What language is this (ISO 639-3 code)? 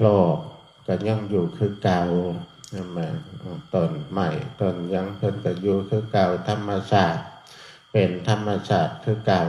tts